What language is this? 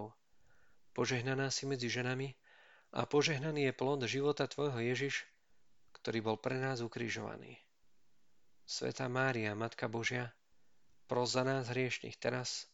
Slovak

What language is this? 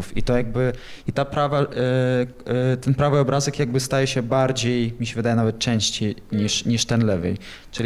Polish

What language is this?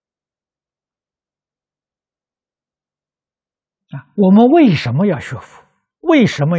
Chinese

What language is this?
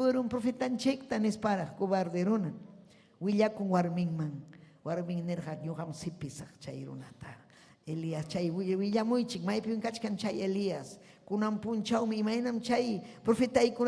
Ayacucho Quechua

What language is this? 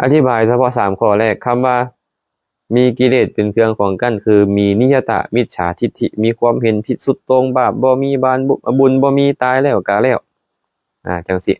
Lao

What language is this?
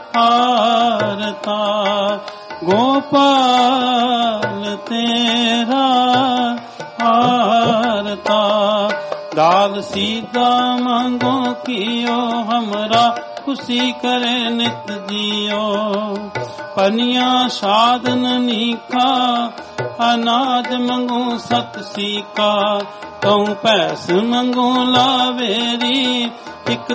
Punjabi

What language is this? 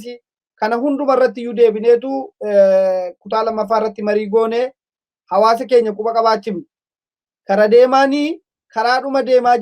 Oromo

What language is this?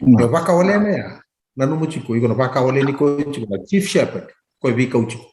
Fijian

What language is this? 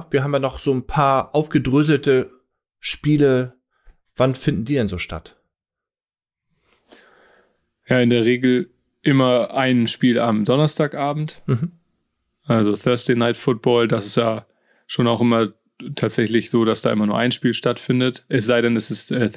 German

